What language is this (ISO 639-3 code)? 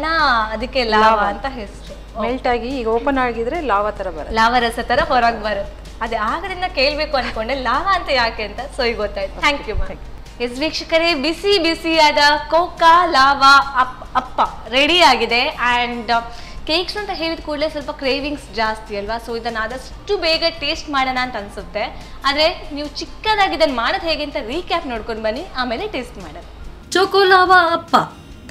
kan